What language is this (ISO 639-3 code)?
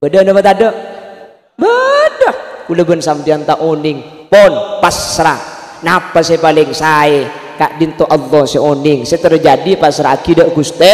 mad